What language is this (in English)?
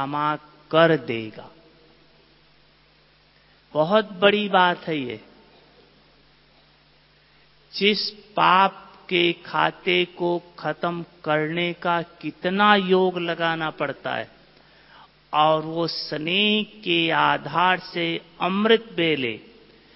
Hindi